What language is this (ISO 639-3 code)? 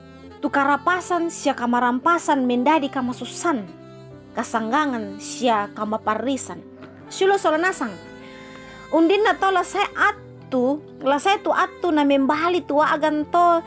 sda